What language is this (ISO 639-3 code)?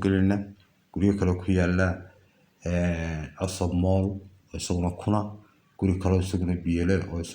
som